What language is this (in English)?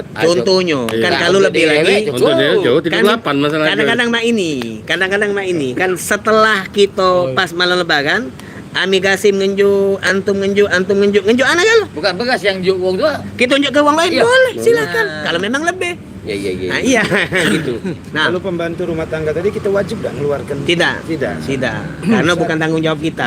Musi